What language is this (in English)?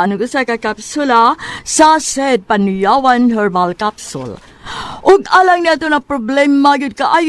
Cebuano